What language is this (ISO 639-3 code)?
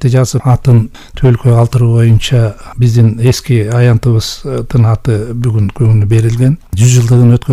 kir